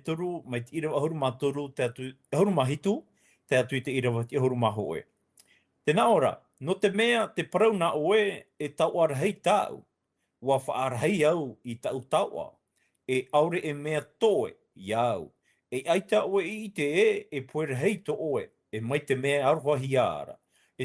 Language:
Tahitian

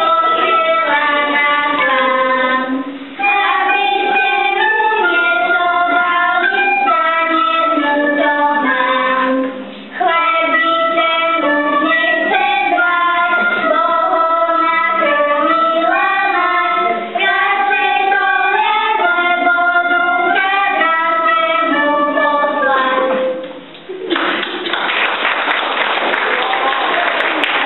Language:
Slovak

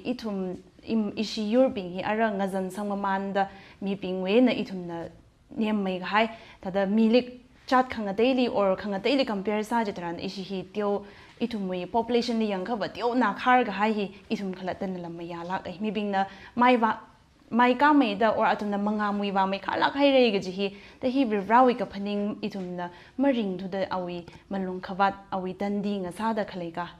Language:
Tangkhul Naga (India)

